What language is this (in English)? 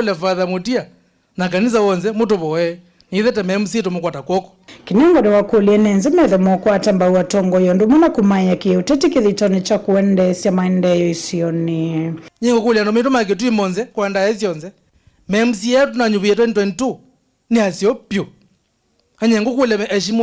Kamba